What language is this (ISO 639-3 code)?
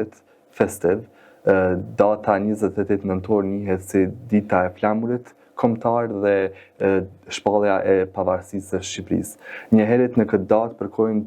sqi